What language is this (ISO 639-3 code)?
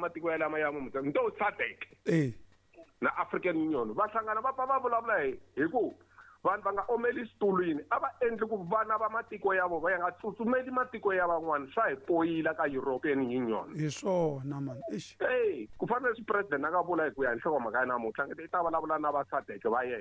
tso